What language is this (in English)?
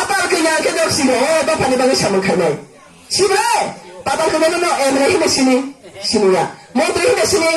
Kok Borok